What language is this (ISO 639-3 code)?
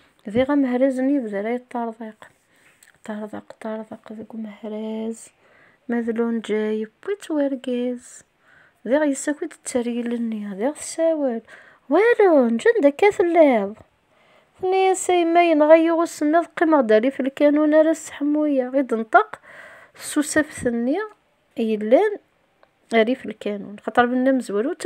kab